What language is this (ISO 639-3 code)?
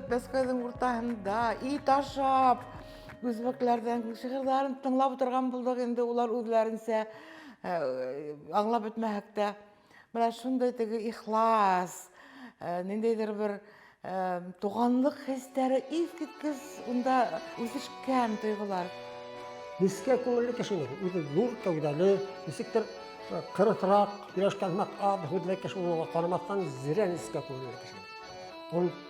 bak